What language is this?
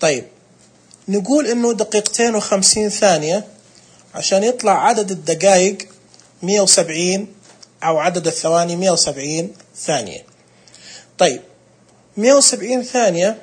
Najdi Arabic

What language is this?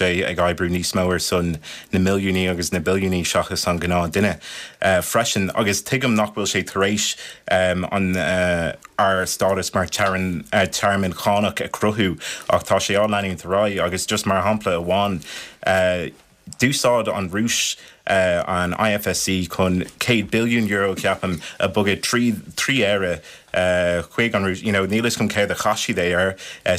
Irish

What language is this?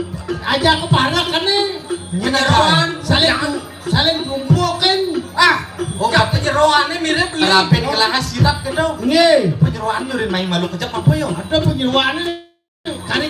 Balinese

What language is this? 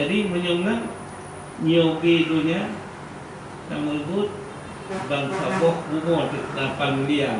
Achinese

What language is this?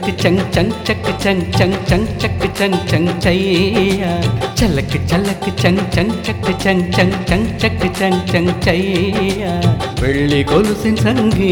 Tamil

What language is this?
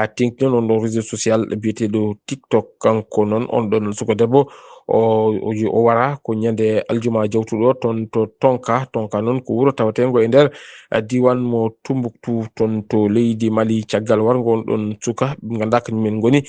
Fula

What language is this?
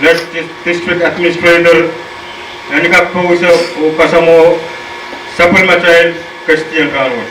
Pohnpeian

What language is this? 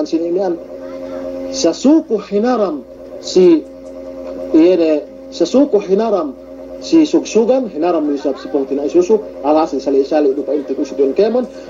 Yakan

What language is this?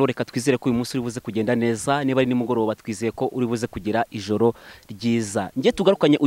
Kinyarwanda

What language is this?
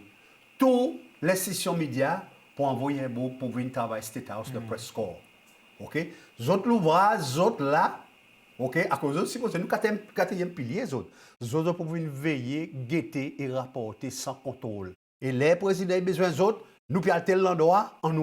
Seselwa Creole French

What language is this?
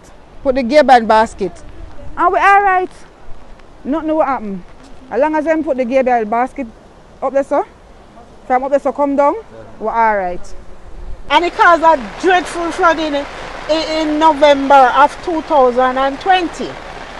Jamaican Creole English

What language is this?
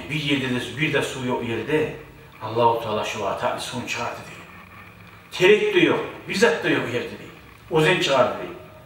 Kumyk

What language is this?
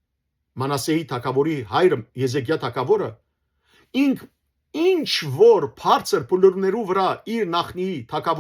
Western Armenian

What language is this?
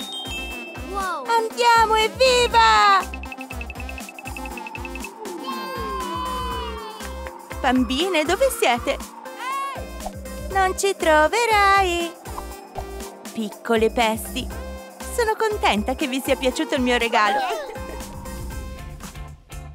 Italian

